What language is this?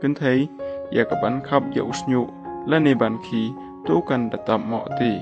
Khasi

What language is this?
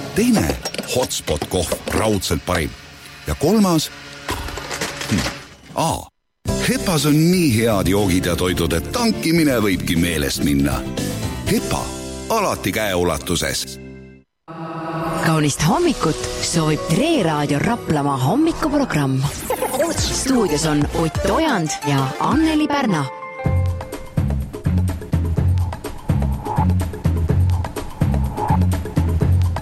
Estonian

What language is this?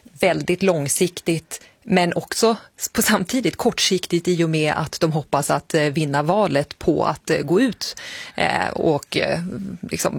Swedish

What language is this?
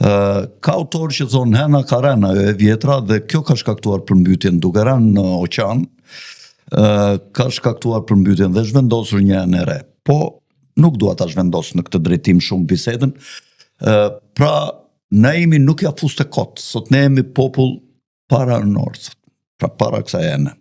Albanian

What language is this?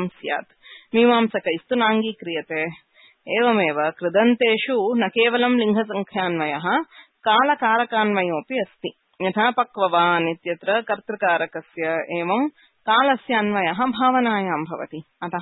Sanskrit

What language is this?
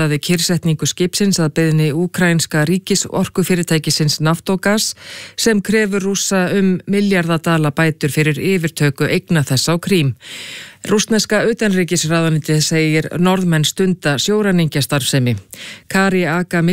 Icelandic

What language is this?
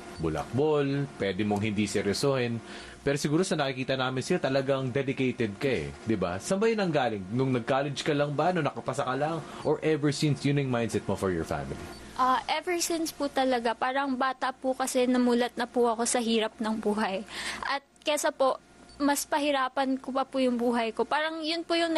Filipino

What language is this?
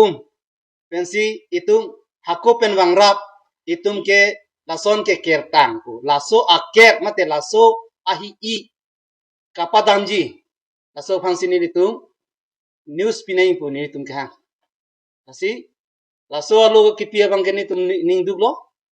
Karbi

